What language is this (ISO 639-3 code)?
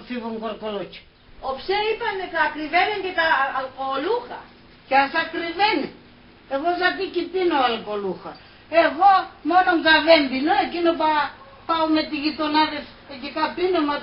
pnt